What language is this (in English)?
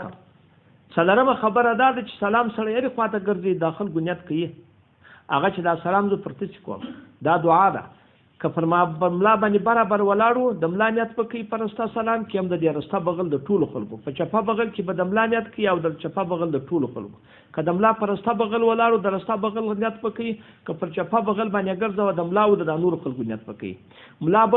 Pashto